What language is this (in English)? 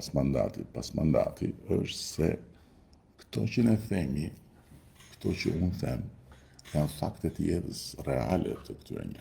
Albanian